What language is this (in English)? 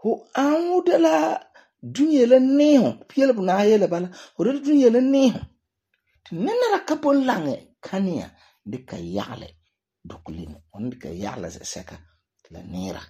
Frafra